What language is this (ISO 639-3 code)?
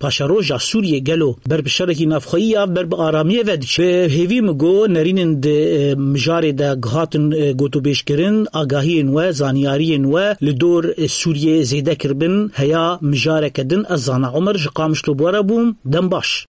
kur